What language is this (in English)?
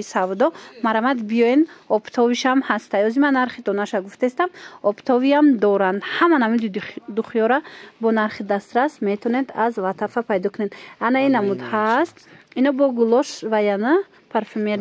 Tajik